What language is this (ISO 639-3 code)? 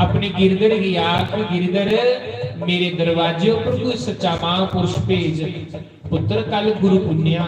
doi